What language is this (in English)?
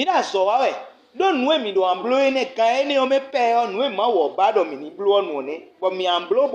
Fon